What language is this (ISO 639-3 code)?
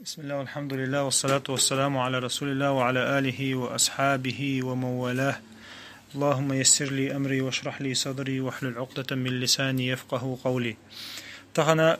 che